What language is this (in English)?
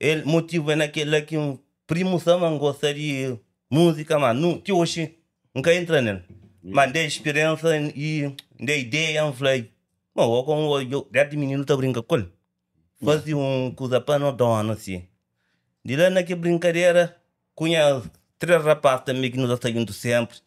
Kabuverdianu